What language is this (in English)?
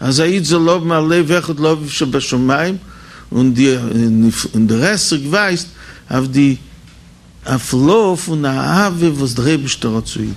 Yiddish